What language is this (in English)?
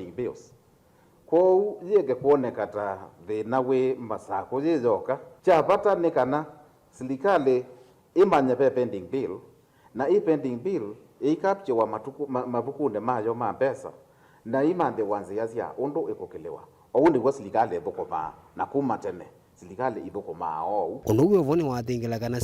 Kamba